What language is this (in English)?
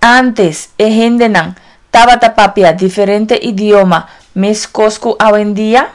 Papiamento